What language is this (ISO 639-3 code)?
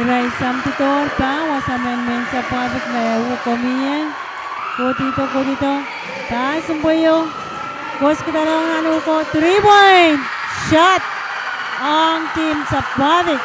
pon